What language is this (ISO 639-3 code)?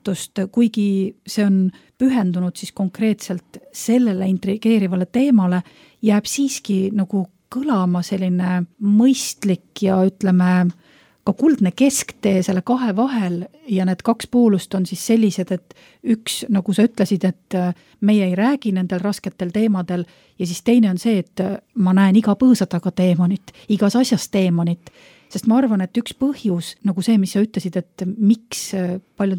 est